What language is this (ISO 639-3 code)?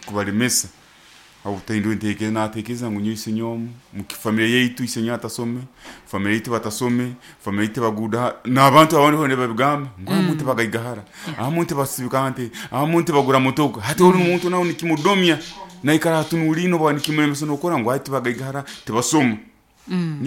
nyo